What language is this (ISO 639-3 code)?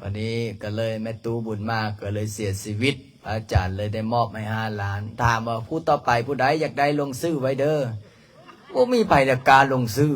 lao